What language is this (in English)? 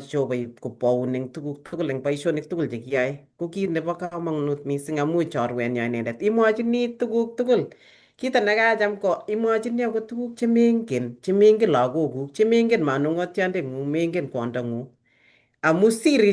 Kalenjin